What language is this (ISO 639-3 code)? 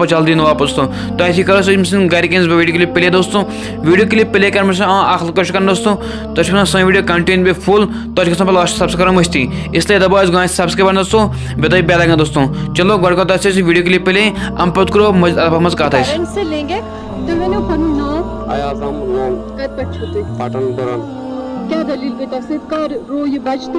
kas